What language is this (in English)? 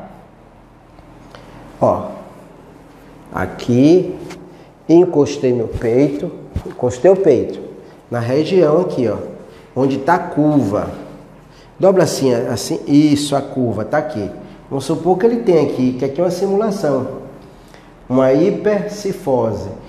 Portuguese